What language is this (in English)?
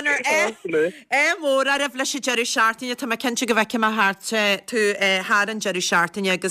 Irish